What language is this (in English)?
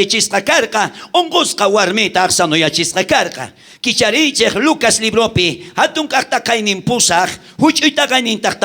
South Bolivian Quechua